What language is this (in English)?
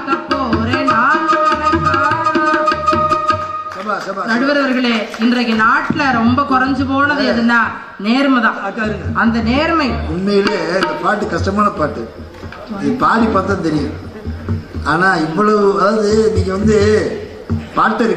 Tamil